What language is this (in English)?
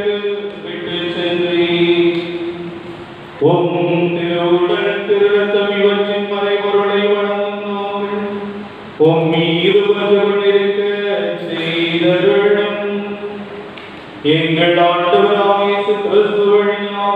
Tamil